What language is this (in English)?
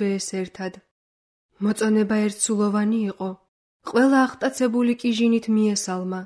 Georgian